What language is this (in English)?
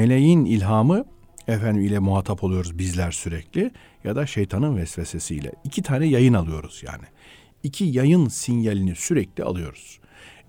Turkish